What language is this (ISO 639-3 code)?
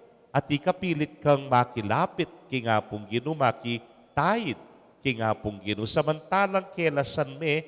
pam